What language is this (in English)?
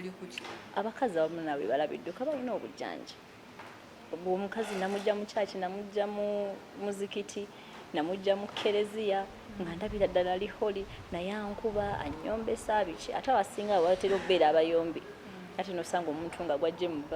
Ganda